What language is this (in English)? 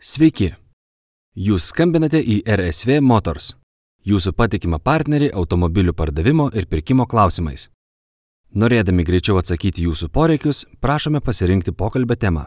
Lithuanian